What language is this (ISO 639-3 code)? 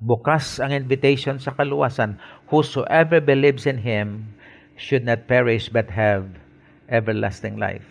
hil